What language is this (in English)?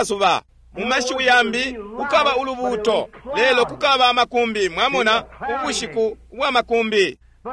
Bemba